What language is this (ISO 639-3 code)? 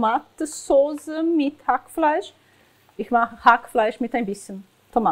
gsw